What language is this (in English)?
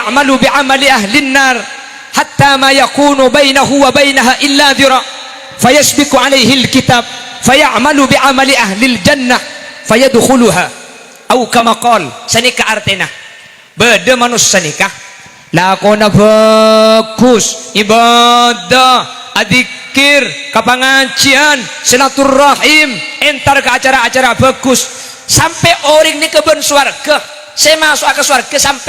Madurese